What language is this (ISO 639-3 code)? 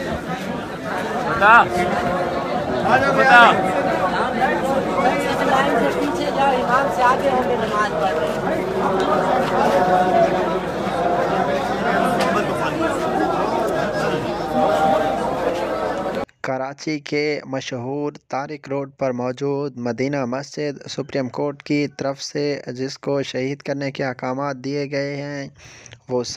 urd